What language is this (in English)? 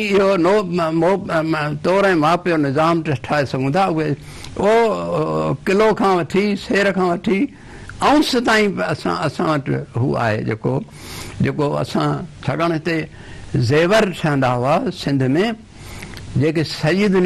Sindhi